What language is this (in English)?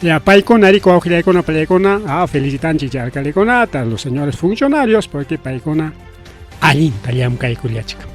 Ayacucho Quechua